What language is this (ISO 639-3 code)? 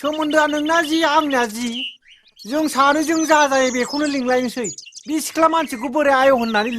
brx